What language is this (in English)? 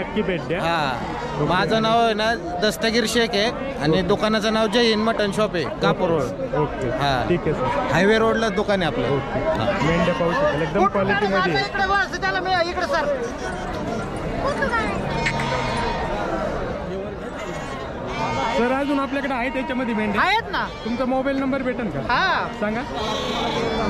Marathi